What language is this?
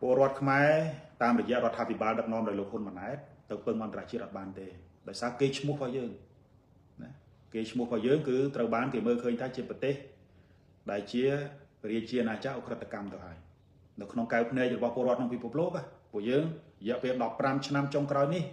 Khmer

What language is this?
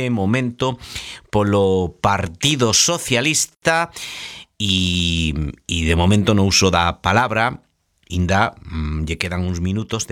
Galician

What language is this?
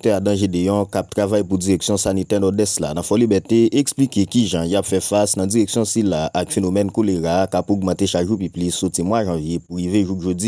Haitian Creole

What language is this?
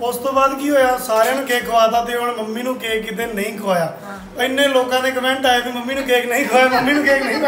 Punjabi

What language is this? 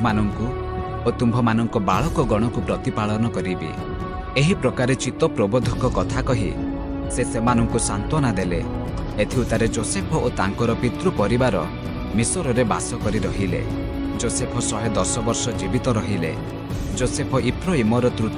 Odia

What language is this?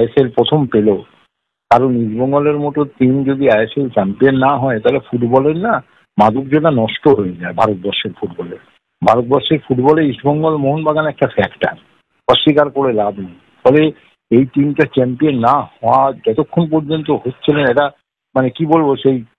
Bangla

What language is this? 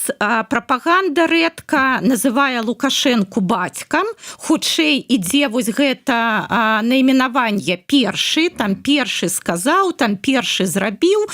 Belarusian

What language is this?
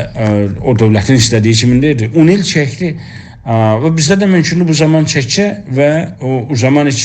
South Azerbaijani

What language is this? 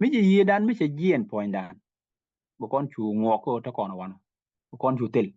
Nuer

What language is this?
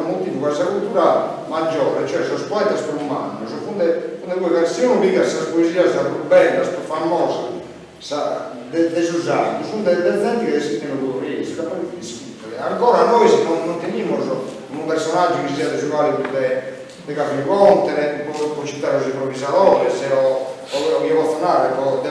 Sardinian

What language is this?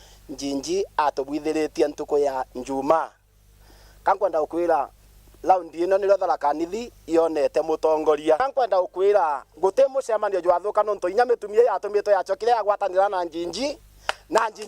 Meru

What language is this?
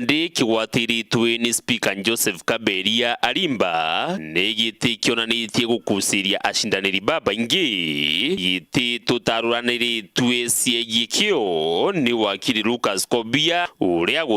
Meru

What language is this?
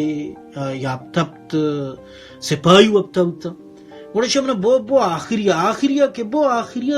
Baluchi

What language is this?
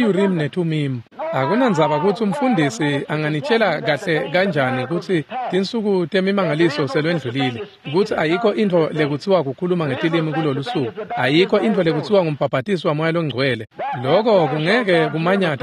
Swati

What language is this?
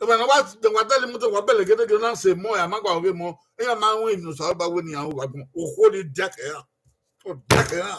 Bini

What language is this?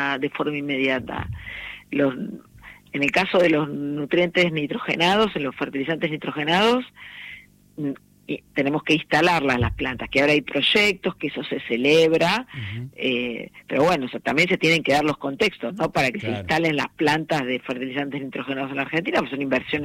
Spanish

